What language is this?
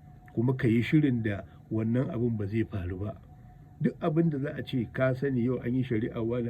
Hausa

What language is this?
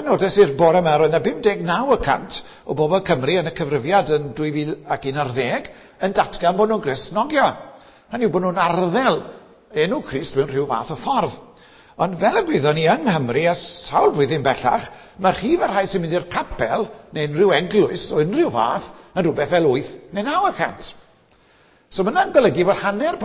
Welsh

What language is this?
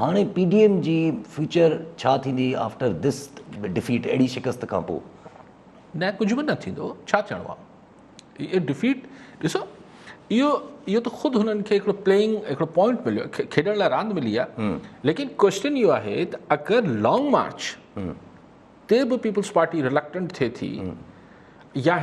Sindhi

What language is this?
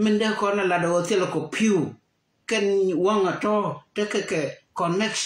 Nuer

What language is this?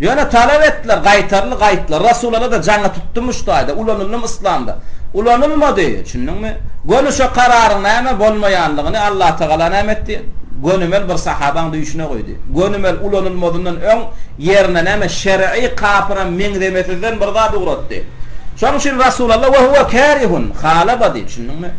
Turkmen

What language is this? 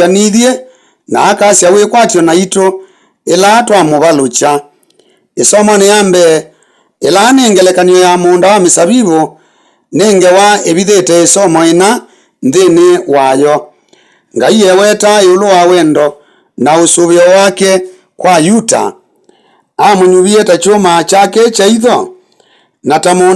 Kamba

